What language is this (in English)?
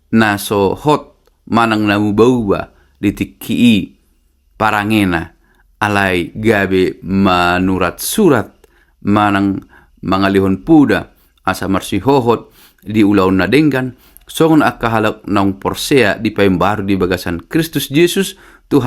Batak Toba